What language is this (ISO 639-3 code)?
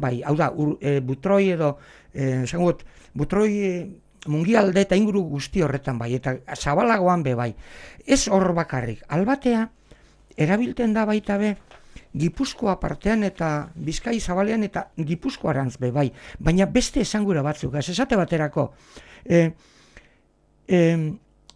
eus